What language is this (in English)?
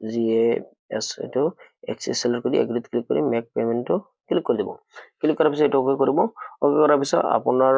Assamese